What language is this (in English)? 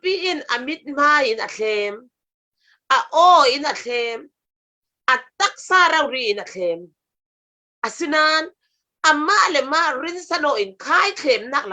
Falam Chin